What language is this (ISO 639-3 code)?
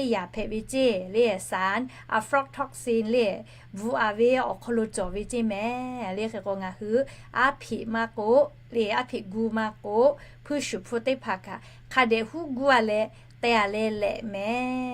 lhu